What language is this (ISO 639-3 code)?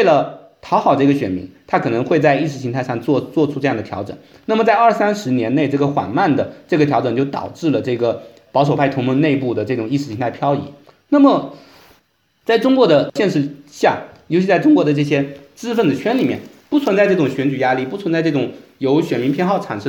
zho